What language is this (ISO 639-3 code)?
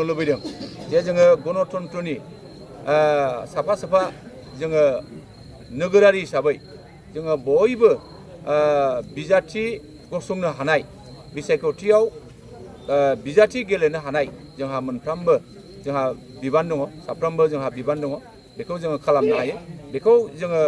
brx